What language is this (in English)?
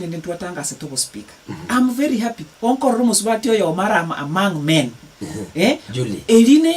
Gusii